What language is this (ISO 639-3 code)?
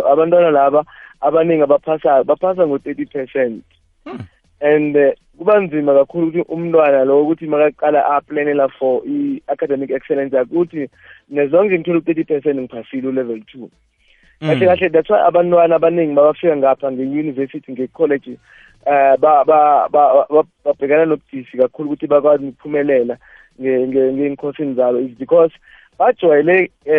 nbl